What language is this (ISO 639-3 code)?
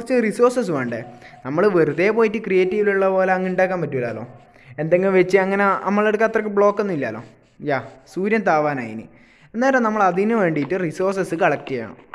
mal